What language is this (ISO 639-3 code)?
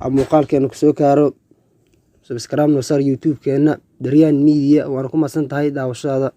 som